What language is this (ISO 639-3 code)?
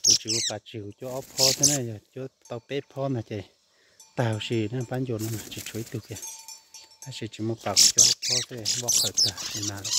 hmn